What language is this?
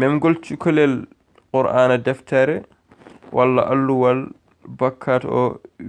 Fula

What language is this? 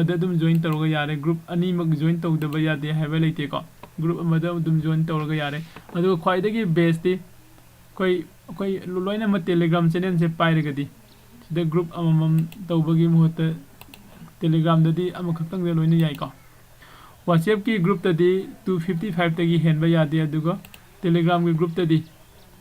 Manipuri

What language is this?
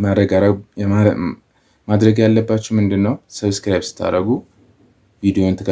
Amharic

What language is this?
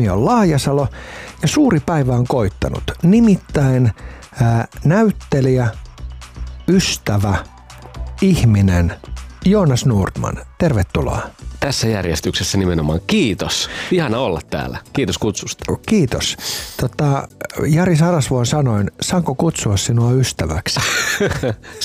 Finnish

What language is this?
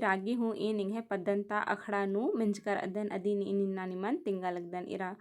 Kurukh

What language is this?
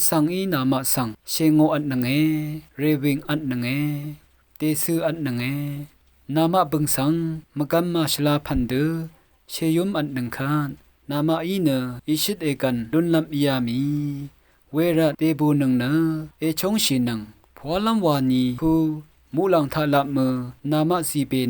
Rawang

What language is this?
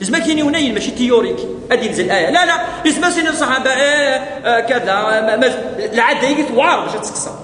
Kabyle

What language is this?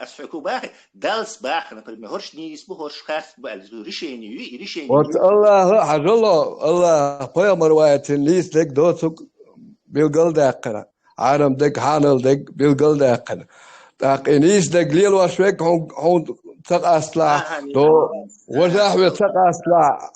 Chechen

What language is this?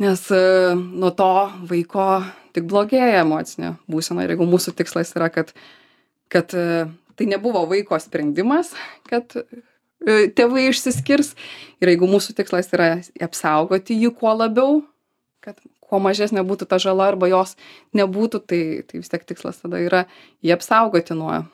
Lithuanian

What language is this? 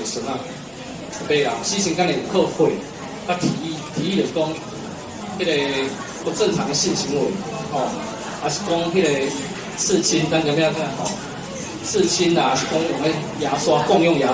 Min Nan Chinese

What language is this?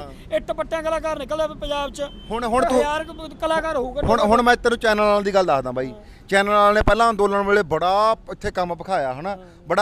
Punjabi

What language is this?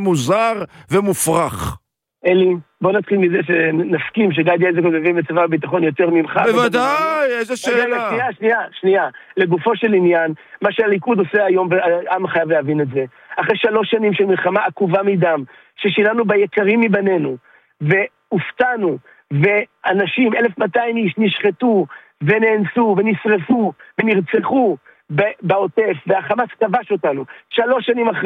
Hebrew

